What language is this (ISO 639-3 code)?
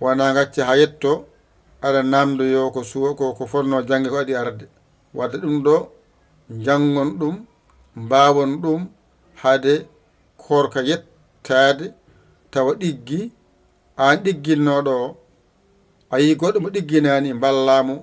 ful